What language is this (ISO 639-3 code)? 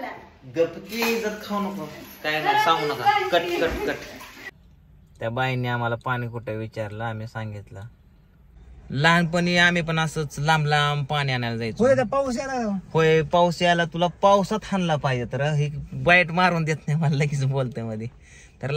mar